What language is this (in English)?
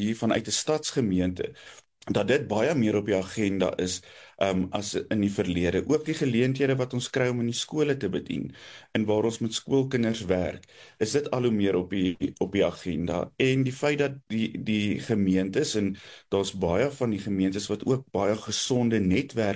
Afrikaans